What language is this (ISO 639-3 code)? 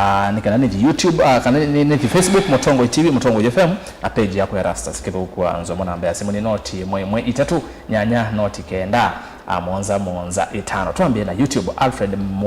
kam